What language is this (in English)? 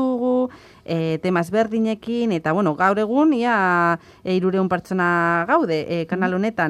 Basque